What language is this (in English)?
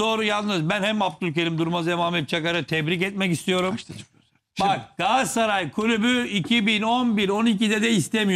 Turkish